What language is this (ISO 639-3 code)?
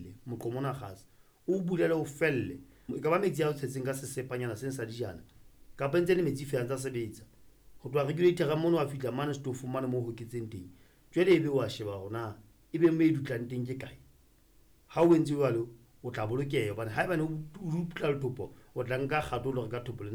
sot